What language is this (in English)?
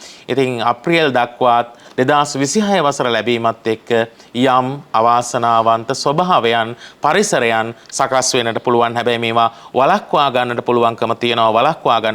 Sinhala